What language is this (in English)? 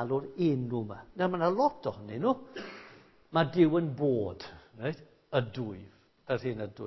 Welsh